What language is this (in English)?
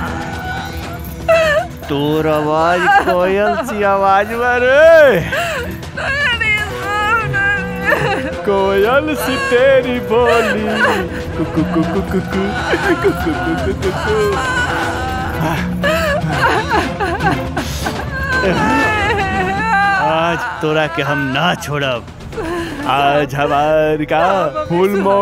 Bhojpuri